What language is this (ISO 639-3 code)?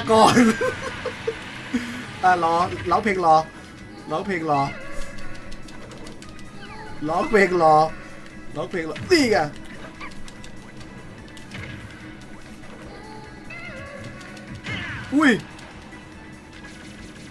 tha